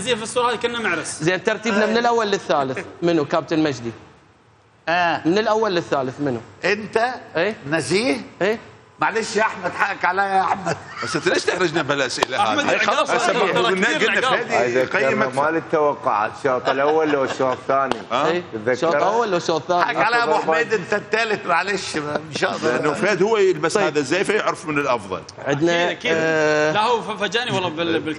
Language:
Mesopotamian Arabic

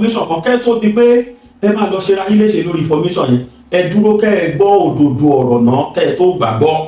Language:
Yoruba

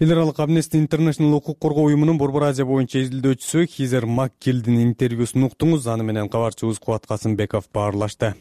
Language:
Kyrgyz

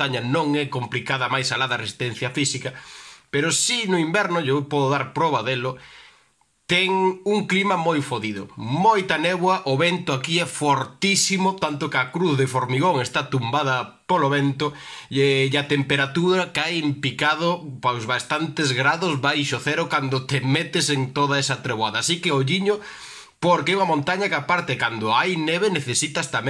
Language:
Galician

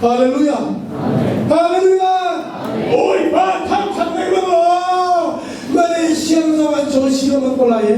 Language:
Hakha Chin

